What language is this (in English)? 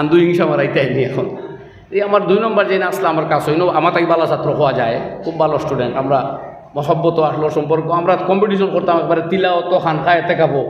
Sylheti